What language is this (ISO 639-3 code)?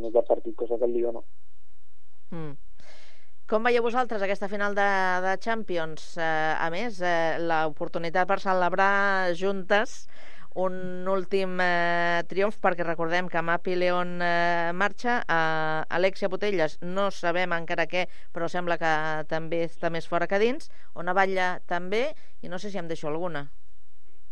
cat